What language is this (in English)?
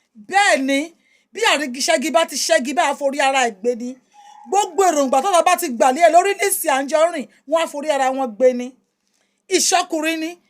Yoruba